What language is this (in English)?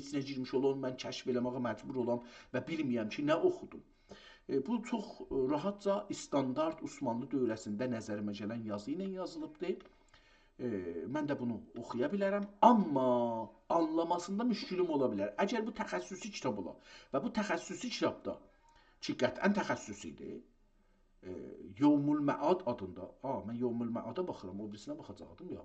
South Azerbaijani